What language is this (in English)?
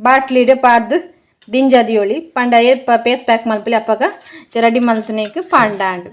Tulu